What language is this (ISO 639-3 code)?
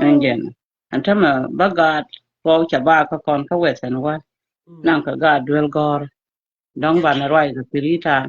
nus